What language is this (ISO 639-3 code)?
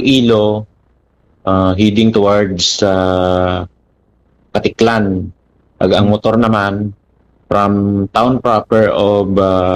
hil